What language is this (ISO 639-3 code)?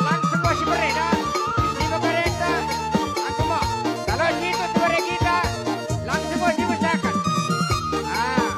btd